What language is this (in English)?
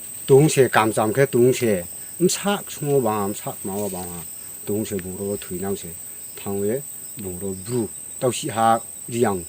Riang (India)